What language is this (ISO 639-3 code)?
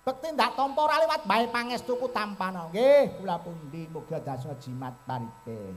jav